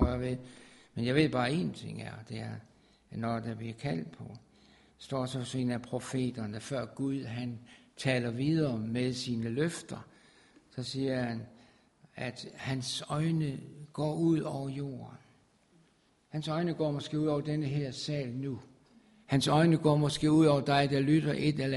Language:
Danish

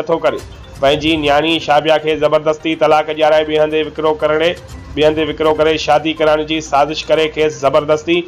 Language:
Sindhi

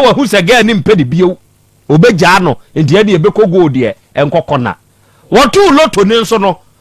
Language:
Akan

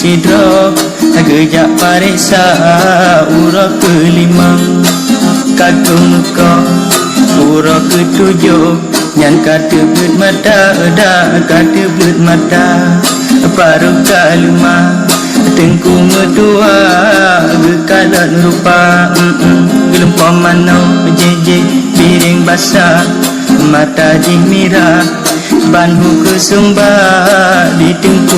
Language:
Achinese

